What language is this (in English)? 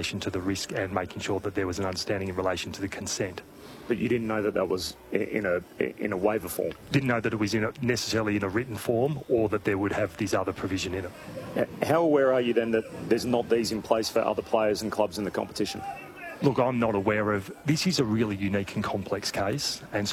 English